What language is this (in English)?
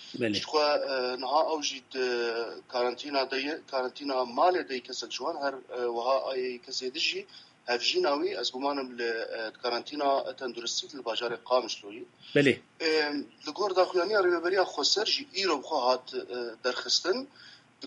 Kurdish